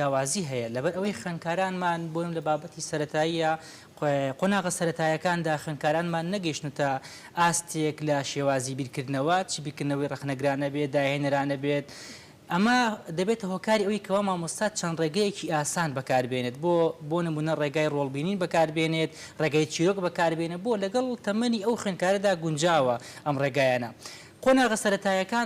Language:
Central Kurdish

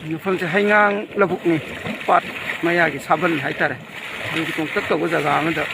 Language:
Manipuri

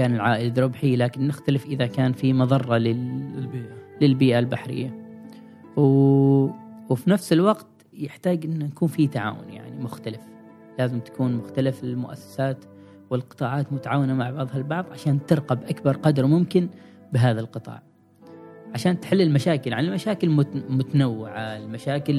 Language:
Gulf Arabic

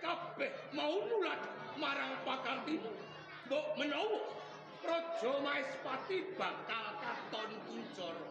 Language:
Javanese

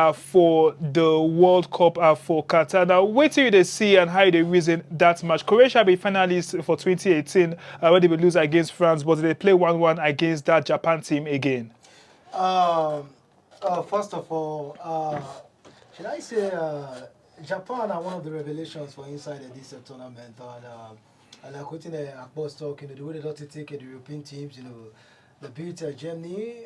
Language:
Nigerian Pidgin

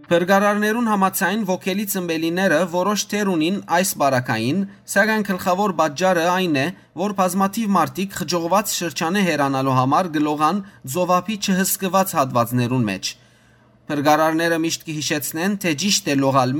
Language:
Western Armenian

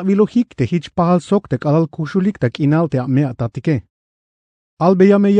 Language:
Tzeltal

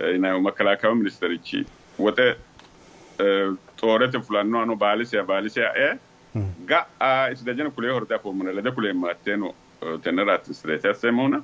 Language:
Sidamo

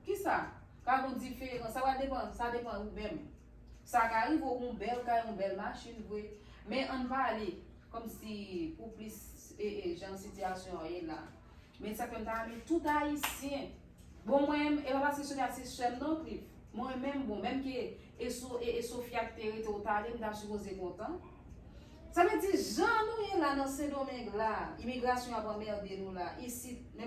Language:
Haitian Creole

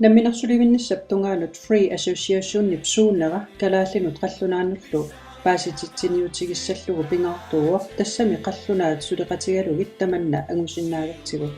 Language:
Kalaallisut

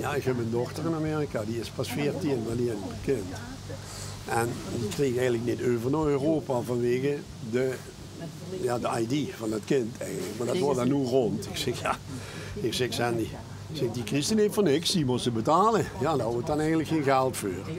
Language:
Limburgish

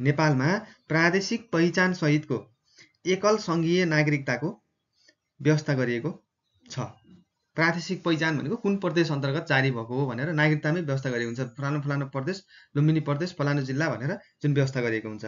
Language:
Nepali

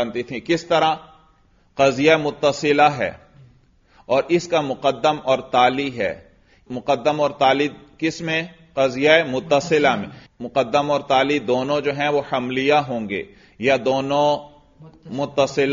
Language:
Urdu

